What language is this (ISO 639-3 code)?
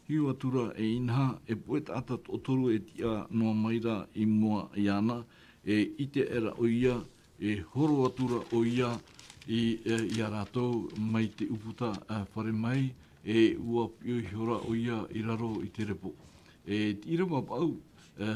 tah